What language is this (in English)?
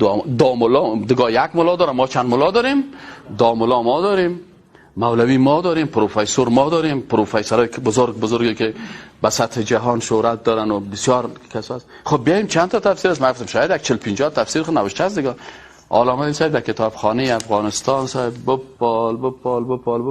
Persian